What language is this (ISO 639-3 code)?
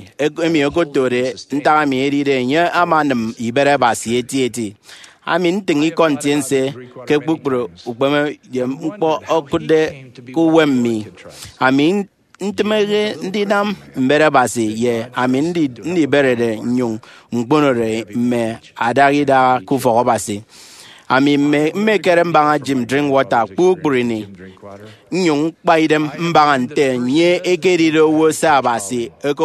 efi